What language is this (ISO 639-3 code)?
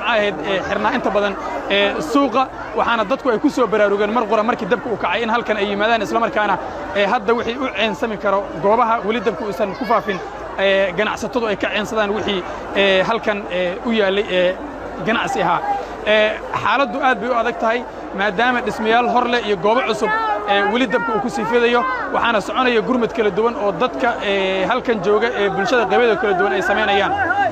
som